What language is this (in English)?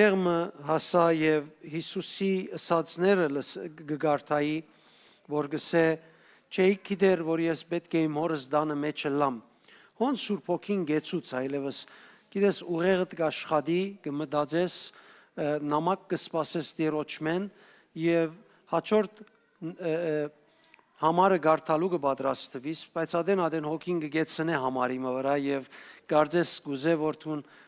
Western Armenian